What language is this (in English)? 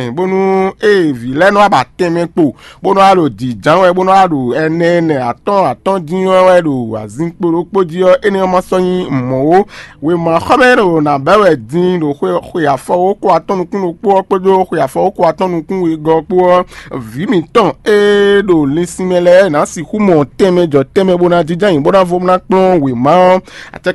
Fon